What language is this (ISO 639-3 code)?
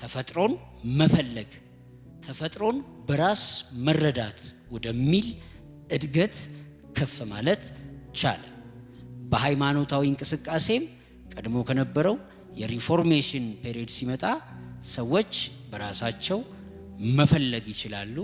amh